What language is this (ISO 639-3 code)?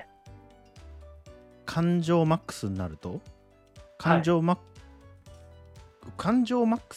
jpn